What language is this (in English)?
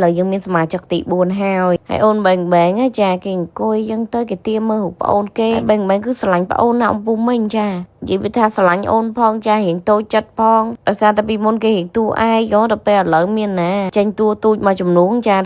Khmer